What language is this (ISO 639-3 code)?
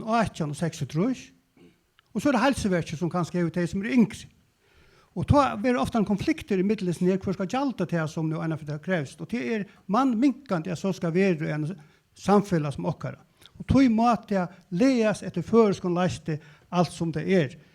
fao